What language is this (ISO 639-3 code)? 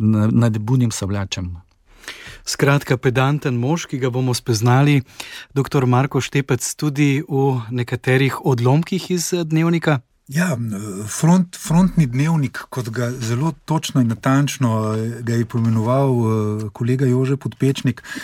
slv